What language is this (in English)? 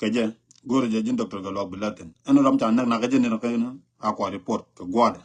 Nuer